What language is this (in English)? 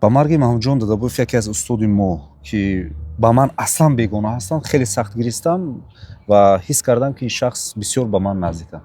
Tajik